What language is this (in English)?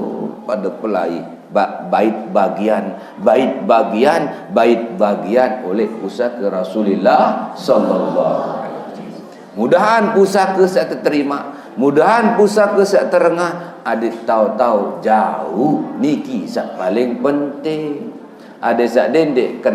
Sasak